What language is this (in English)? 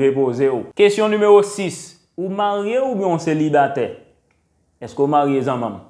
Haitian Creole